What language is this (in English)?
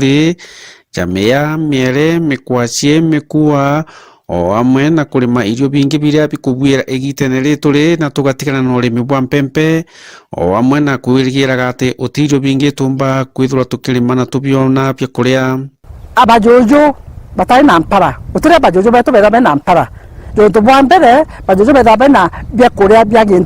Meru